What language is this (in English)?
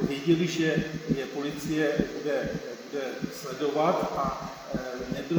Czech